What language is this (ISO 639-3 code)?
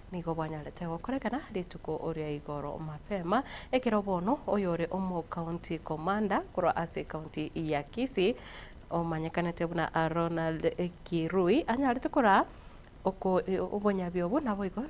guz